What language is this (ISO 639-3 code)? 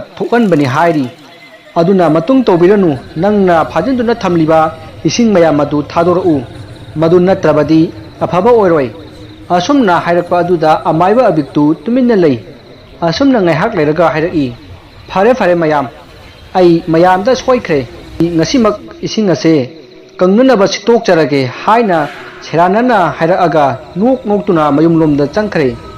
mni